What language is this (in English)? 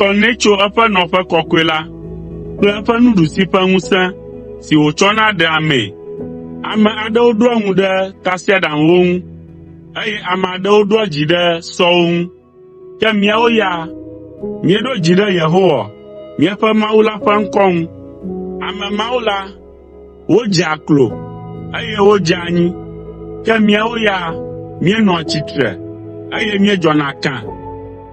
Ewe